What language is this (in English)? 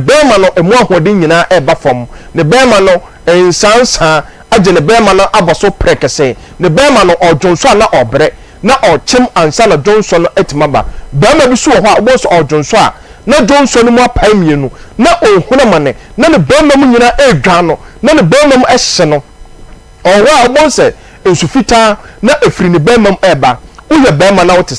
Akan